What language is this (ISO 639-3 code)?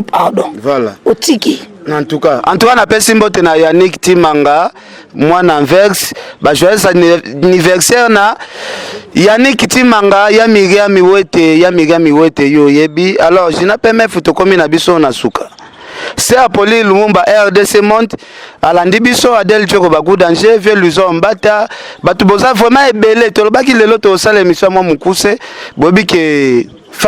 lin